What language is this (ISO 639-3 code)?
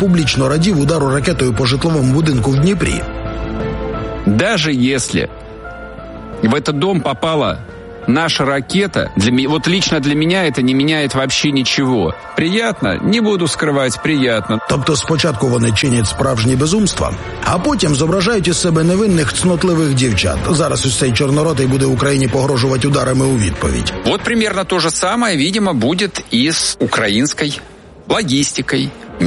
ukr